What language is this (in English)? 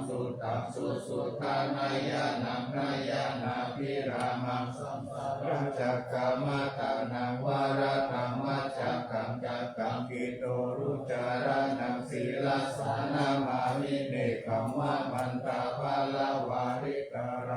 Pali